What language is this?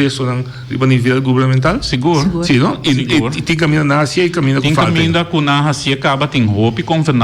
Papiamento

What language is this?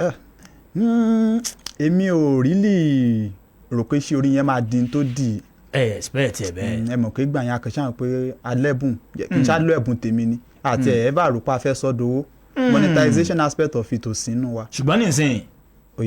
Yoruba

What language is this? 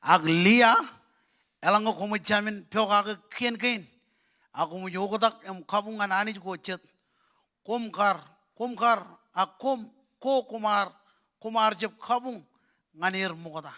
Marshallese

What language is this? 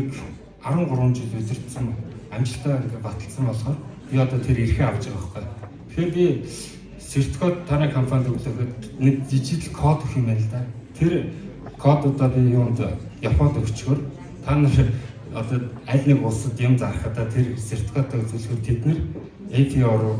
Mongolian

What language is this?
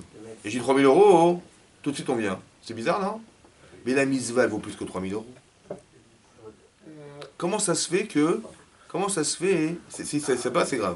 French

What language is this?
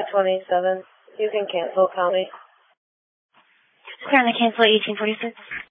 English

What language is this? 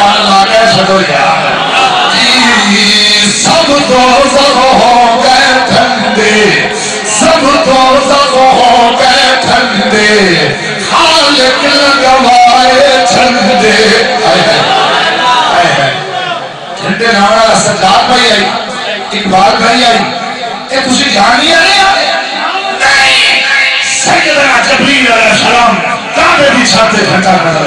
Saraiki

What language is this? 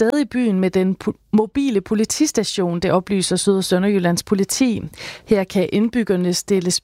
Danish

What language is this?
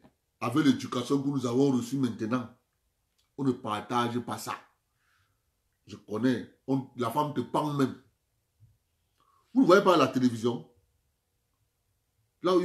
French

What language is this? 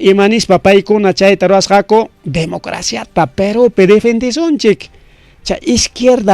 Ayacucho Quechua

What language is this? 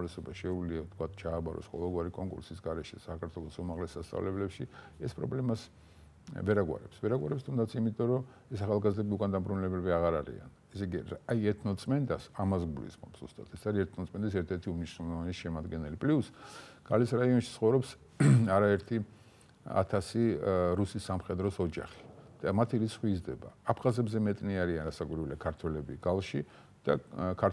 Georgian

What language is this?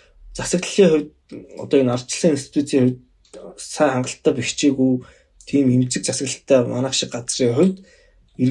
Mongolian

